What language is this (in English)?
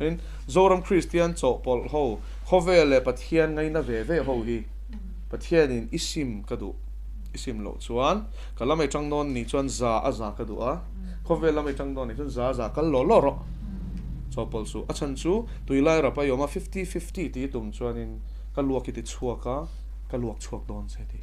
Mizo